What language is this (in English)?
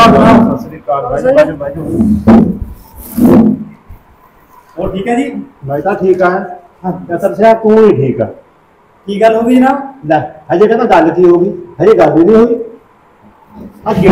Punjabi